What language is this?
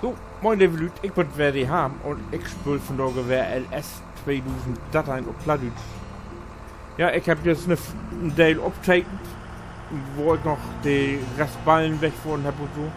Low German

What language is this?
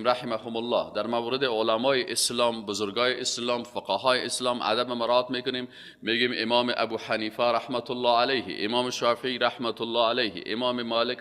Persian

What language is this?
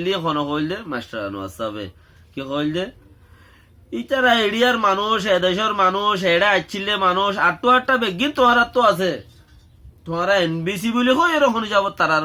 Rohingya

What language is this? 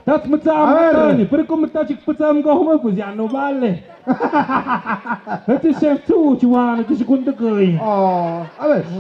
Tlahuitoltepec Mixe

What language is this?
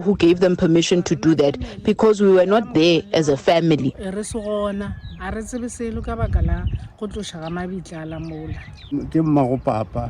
Venda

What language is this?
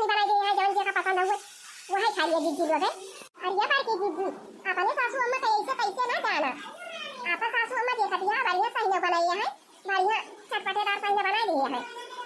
Awadhi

